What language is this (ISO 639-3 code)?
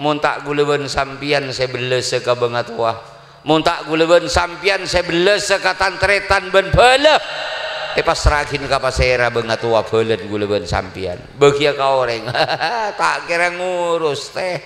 mad